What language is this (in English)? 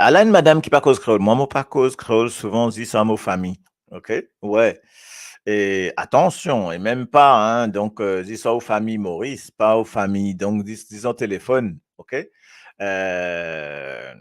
Morisyen